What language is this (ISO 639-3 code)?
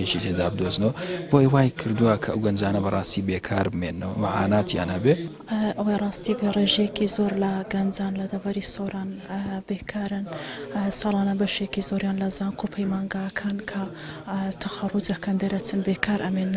ckb